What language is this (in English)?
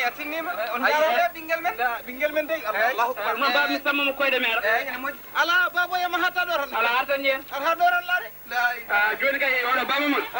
Fula